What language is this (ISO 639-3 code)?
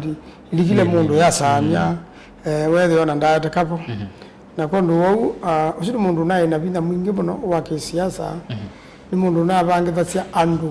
kam